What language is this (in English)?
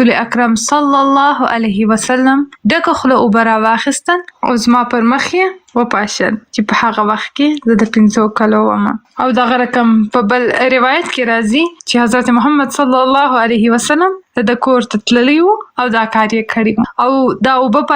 Pashto